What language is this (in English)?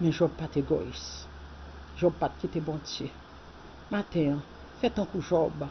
Haitian Creole